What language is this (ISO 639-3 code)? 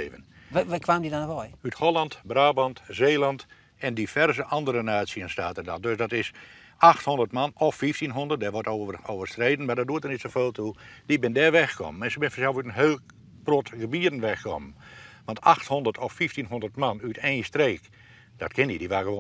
fry